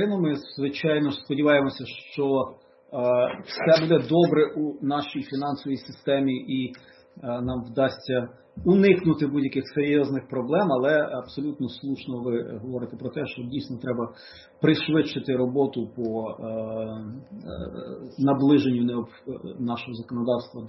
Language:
Ukrainian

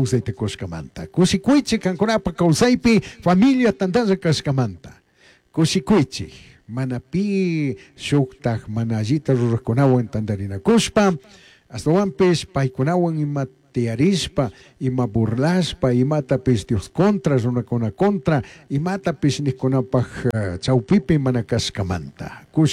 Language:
Chimborazo Highland Quichua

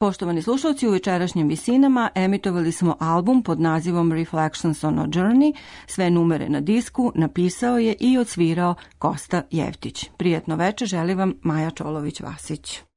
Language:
Serbian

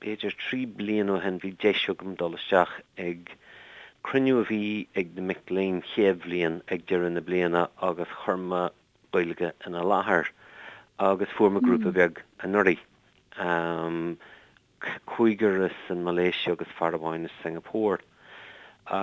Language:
Irish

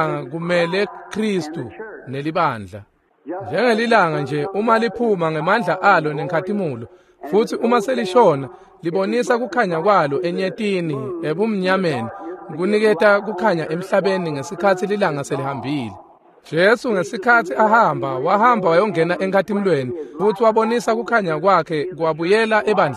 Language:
Swati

